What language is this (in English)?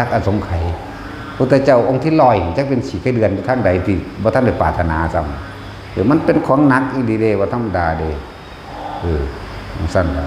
Northeastern Thai